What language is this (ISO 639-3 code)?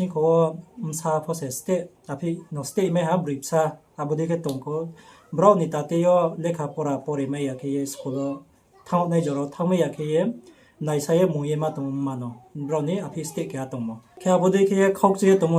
ria